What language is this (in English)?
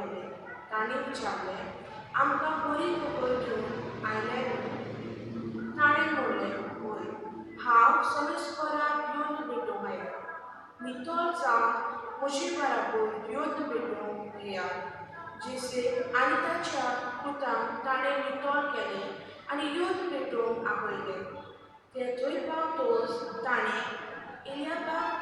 Konkani